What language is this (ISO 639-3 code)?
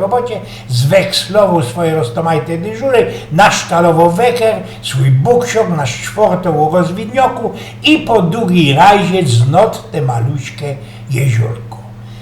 szl